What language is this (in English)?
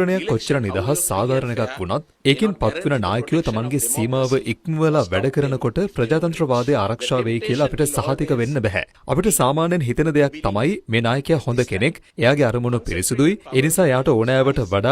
Sinhala